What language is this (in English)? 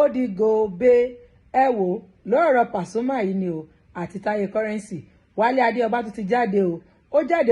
Yoruba